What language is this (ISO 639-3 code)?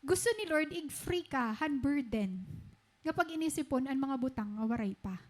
war